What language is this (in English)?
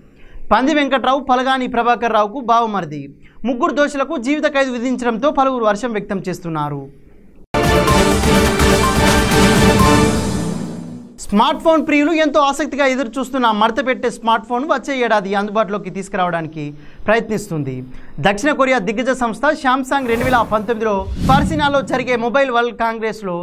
Telugu